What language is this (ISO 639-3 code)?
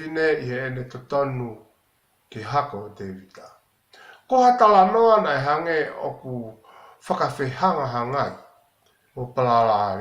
ton